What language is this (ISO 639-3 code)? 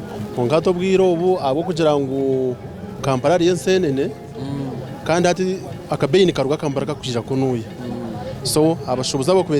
nyn